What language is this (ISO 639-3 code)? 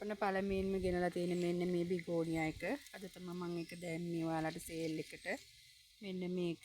sin